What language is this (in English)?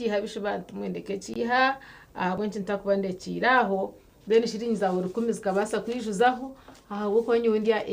Nyankole